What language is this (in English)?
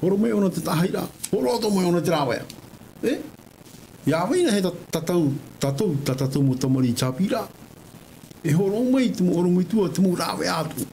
Tahitian